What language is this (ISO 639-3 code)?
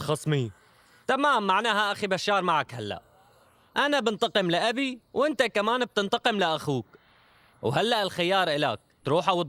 apc